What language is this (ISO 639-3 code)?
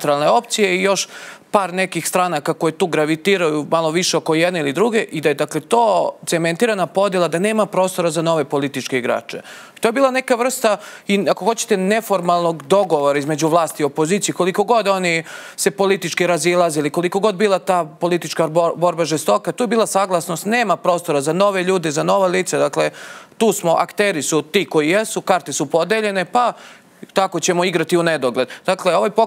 srp